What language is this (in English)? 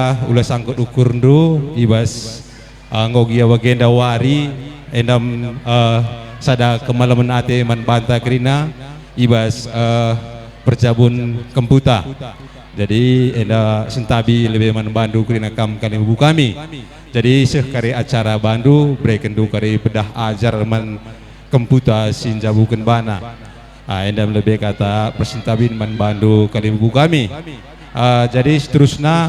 Batak Karo